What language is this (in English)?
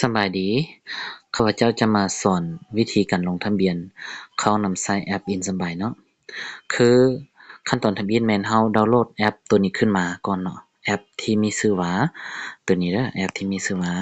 Lao